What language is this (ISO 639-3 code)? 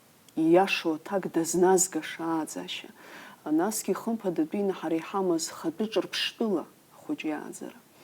abk